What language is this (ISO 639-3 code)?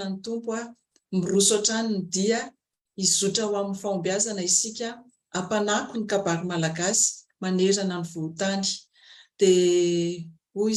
mlg